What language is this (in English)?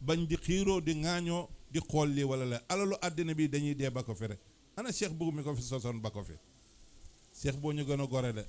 Wolof